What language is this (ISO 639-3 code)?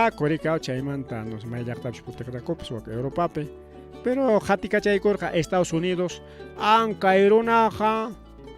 quy